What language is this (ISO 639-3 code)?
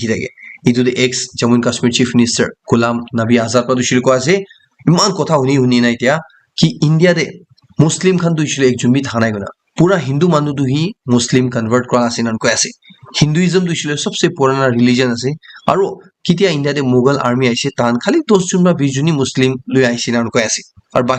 nag